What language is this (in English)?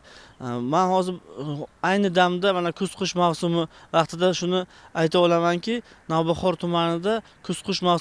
Uzbek